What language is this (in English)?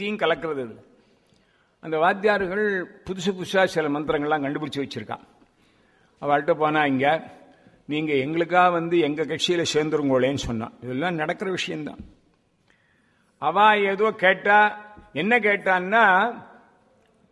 Tamil